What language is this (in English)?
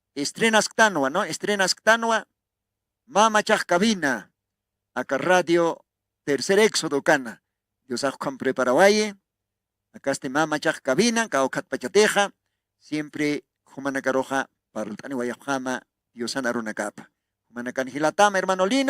Aymara